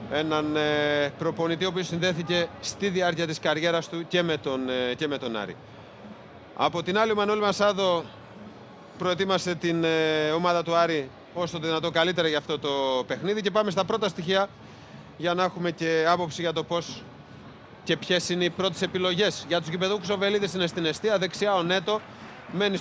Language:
Greek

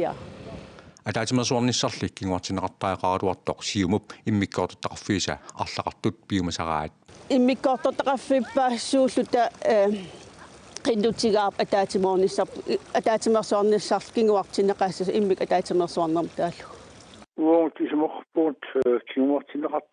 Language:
Kalaallisut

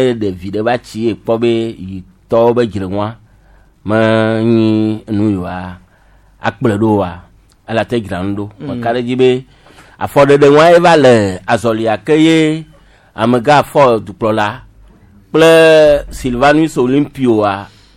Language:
Gen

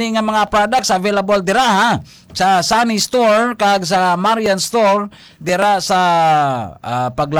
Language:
Hiligaynon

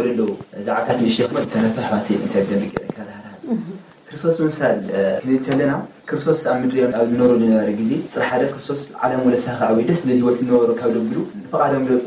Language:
Tigrinya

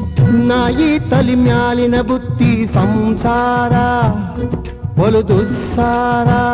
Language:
Kannada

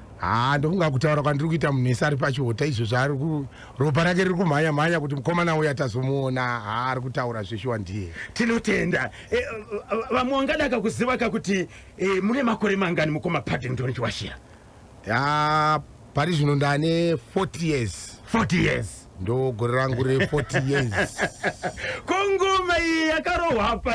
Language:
Shona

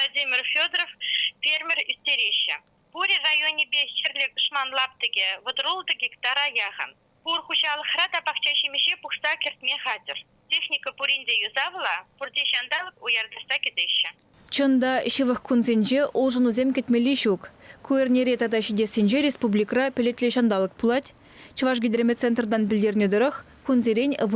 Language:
Chuvash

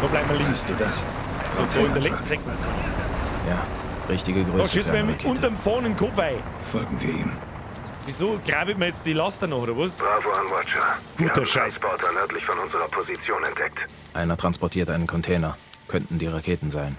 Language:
Bavarian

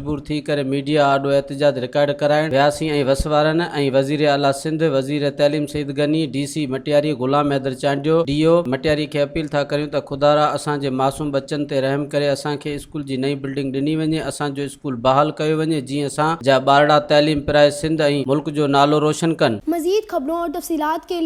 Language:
Sindhi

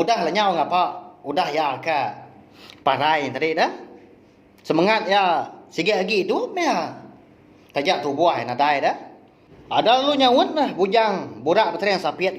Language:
Iban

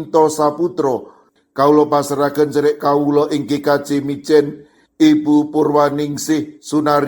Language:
Javanese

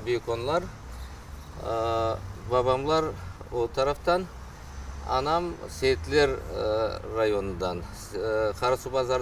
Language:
Crimean Tatar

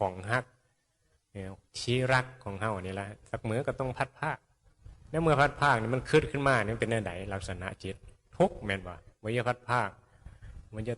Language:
Northeastern Thai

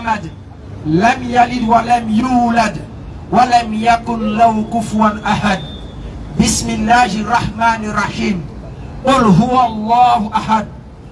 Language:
French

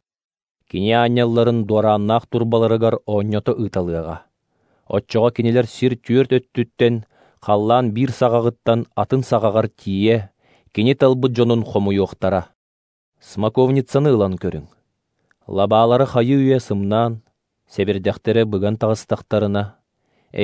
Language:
Yakut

